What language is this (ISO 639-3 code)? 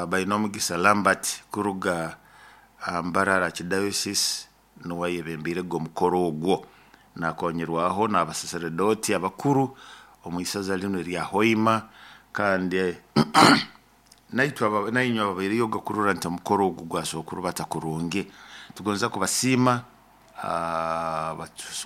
nyo